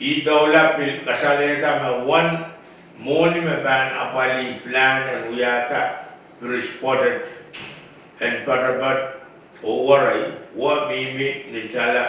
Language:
Pohnpeian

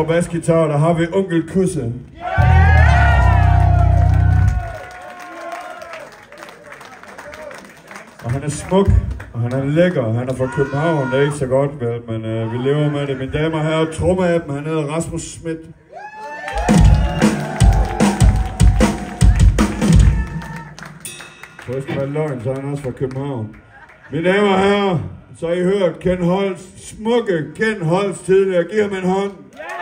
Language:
Danish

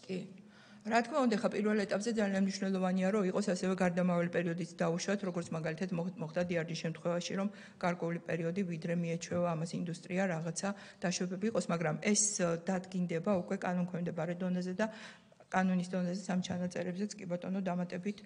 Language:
Georgian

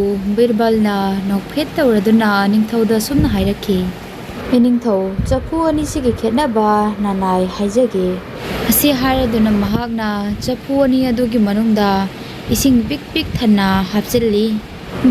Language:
Manipuri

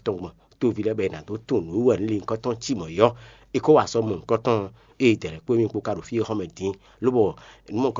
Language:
Fon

